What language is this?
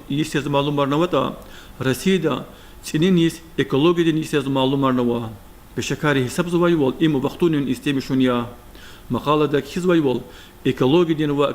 Lezghian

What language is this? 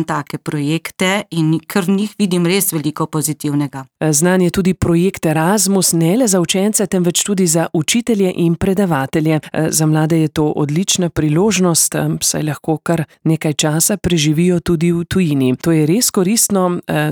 Slovenian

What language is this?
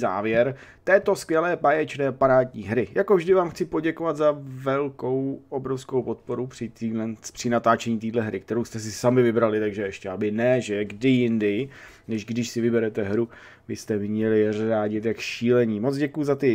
Czech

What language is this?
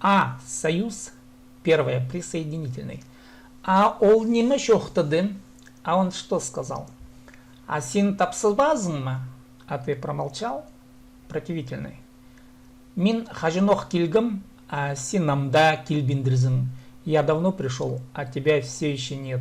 Khakas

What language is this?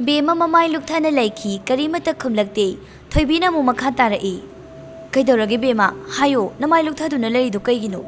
Manipuri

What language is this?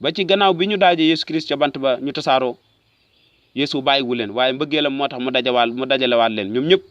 Wolof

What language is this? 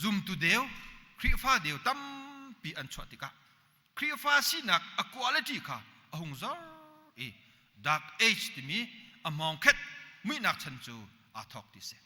Hakha Chin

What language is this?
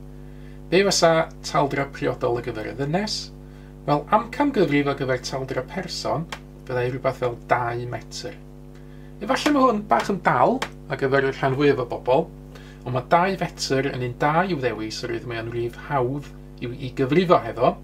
Welsh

